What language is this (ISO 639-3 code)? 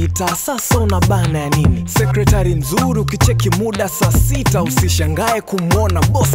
swa